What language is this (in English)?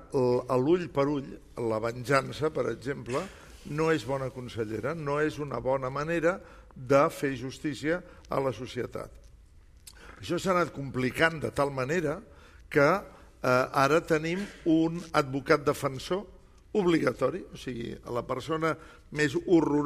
Catalan